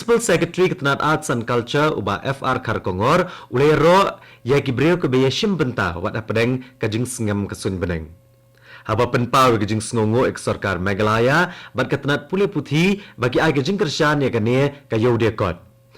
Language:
Khasi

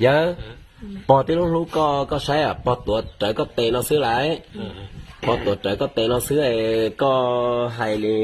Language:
Hmong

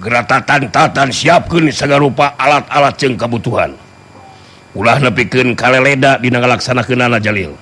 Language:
Sundanese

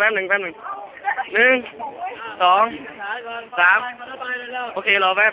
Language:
Lao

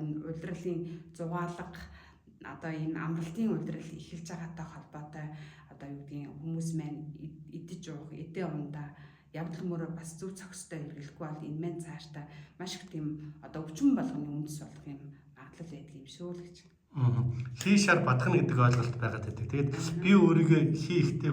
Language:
Mongolian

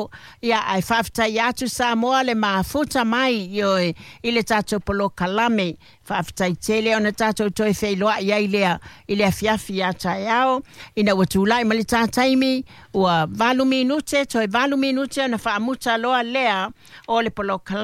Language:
Samoan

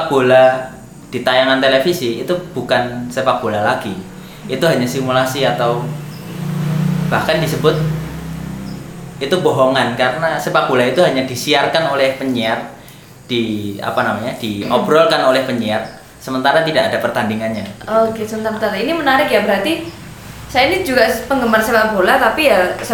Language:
Indonesian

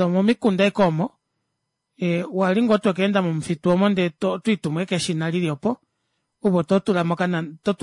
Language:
Kuanyama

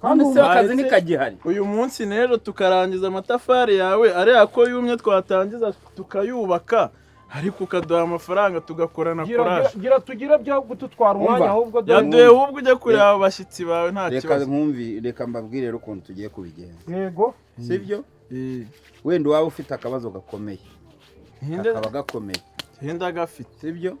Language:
Kinyarwanda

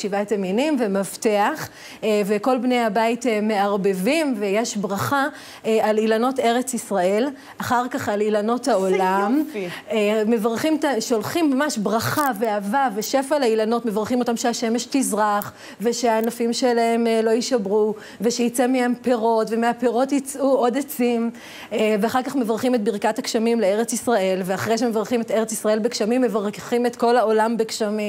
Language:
Hebrew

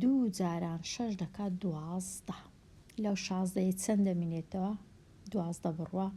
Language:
Central Kurdish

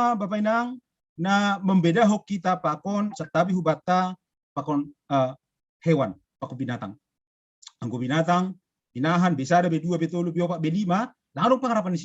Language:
Batak Simalungun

